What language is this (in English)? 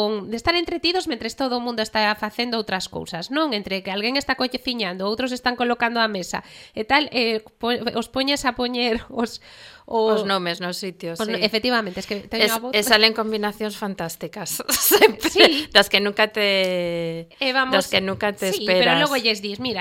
Galician